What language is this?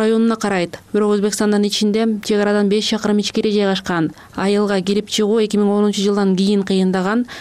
Kyrgyz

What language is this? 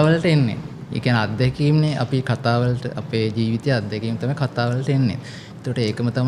Sinhala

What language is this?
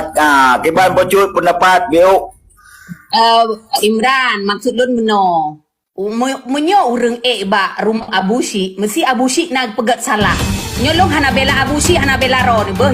Achinese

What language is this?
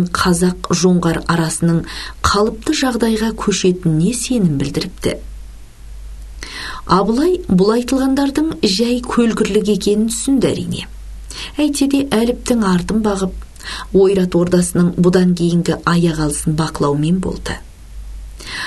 Kazakh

